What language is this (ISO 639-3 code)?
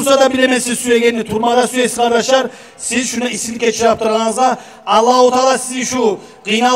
kum